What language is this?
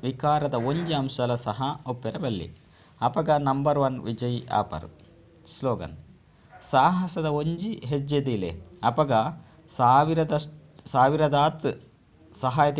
Tulu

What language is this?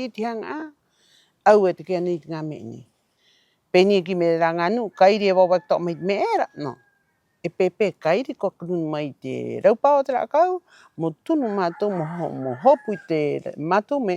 Rapanui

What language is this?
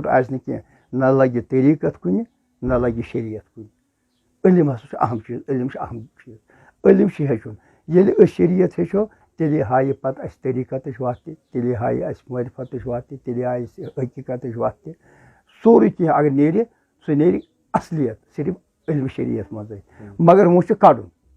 Kashmiri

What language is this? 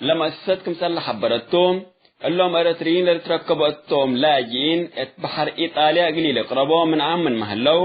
Tigre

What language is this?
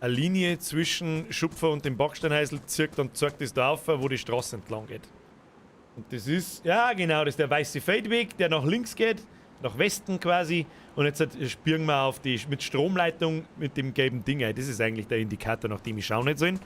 Bavarian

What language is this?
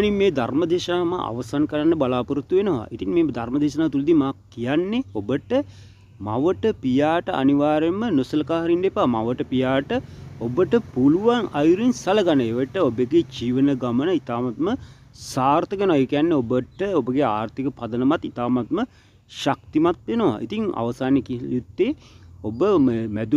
Sinhala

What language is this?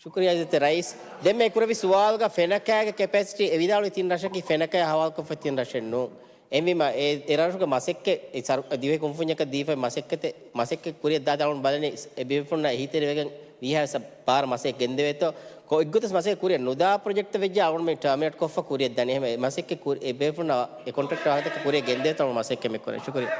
Divehi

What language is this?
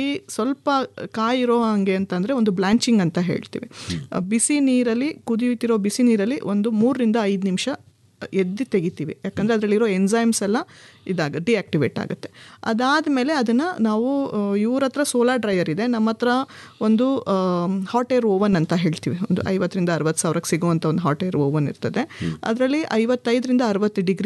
Kannada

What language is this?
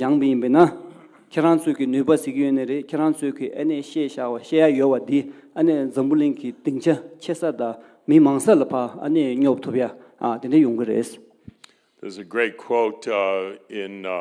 Tibetan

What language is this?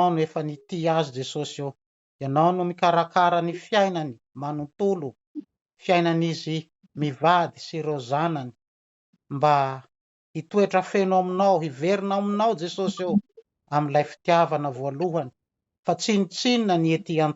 Malagasy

